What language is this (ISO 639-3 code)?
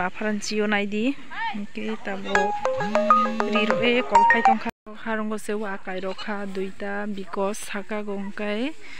trp